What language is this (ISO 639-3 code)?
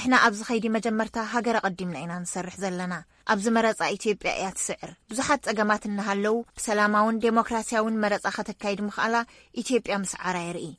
tir